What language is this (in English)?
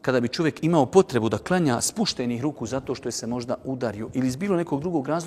Bosnian